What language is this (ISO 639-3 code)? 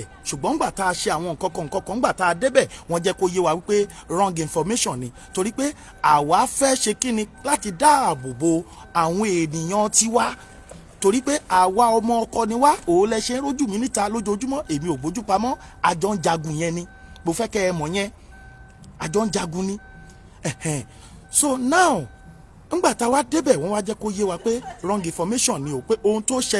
yor